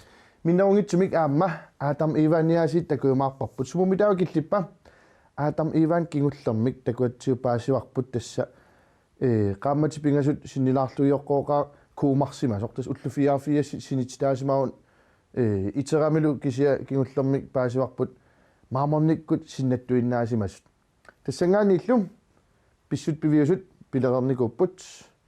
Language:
Kalaallisut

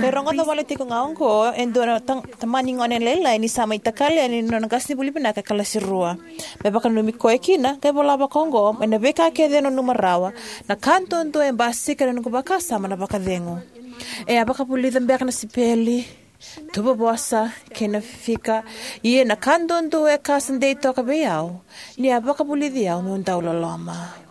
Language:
Fijian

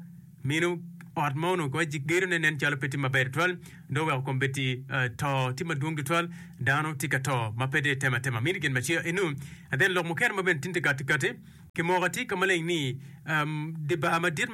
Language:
Acoli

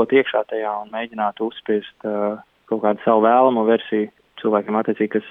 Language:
Latvian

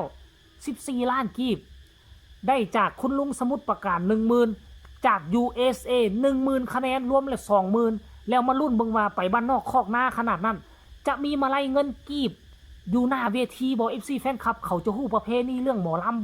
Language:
Lao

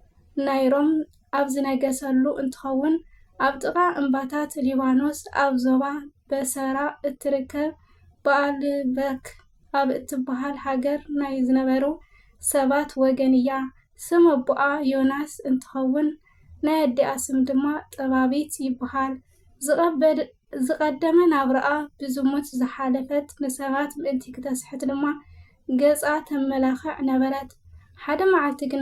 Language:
Tigrinya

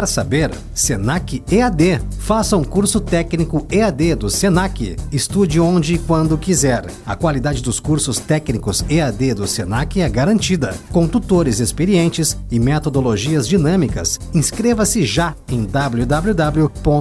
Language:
Portuguese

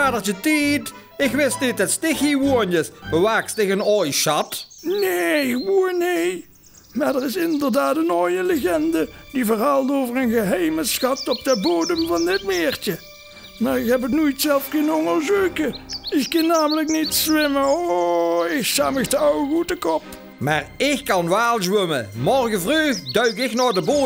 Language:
Limburgish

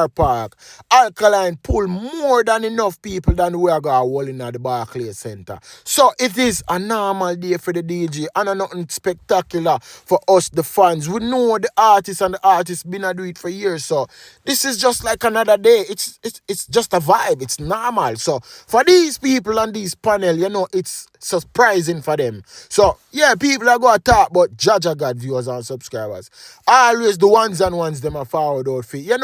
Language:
Jamaican Creole English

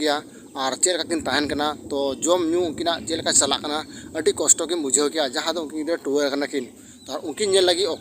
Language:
Santali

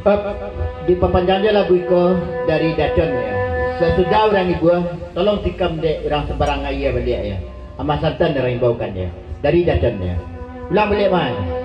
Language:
Minangkabau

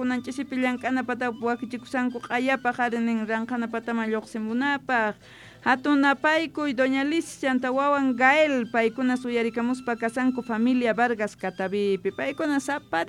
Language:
Quechua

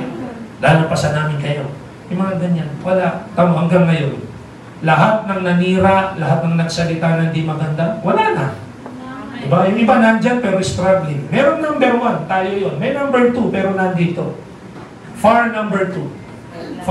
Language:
Filipino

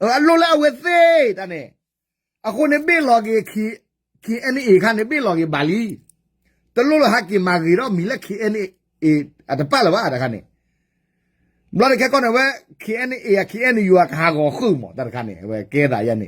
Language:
S'gaw Karen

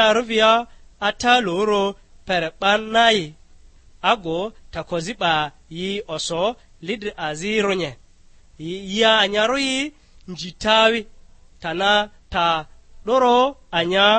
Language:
Lugbara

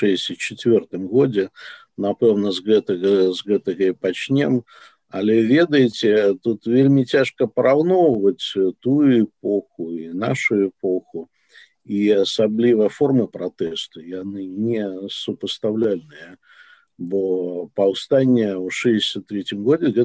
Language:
Belarusian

